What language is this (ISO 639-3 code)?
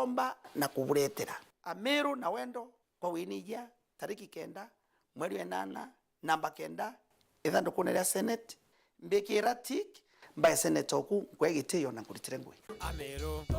mer